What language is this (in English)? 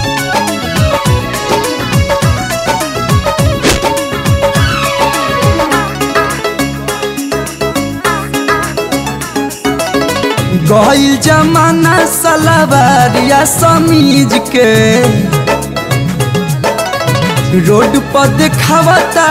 Bhojpuri